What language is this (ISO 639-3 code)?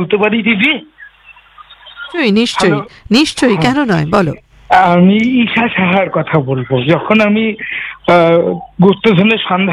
ben